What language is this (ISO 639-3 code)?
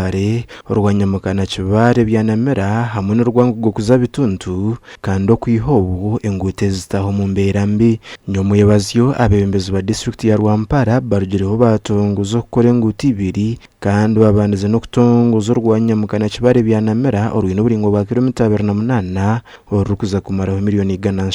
nyn